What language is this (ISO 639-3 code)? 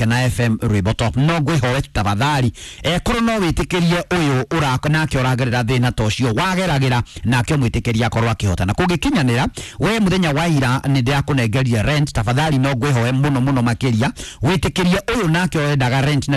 kik